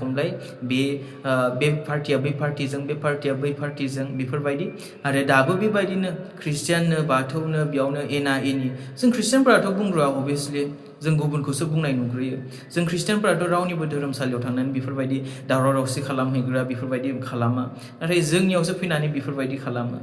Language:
Bodo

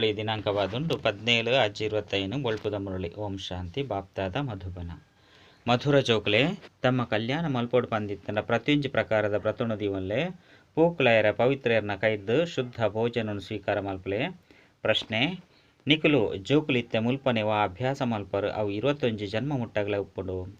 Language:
Tulu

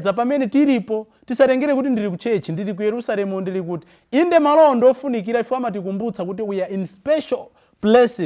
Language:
Nyanja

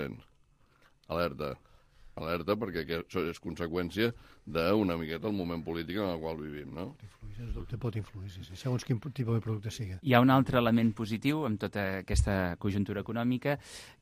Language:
Catalan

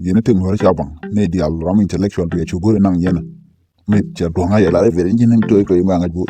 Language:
Nuer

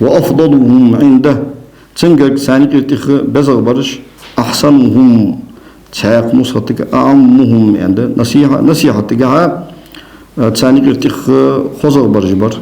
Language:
Ingush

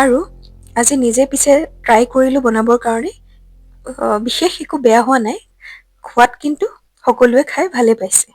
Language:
Assamese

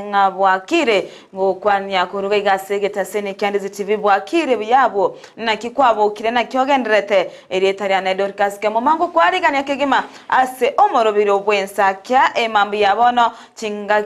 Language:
Gusii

